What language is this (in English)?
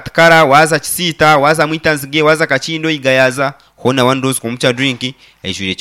Nyankole